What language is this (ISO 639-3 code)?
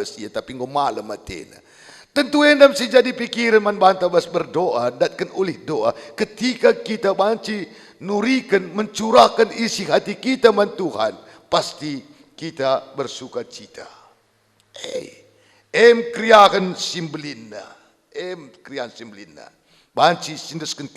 btx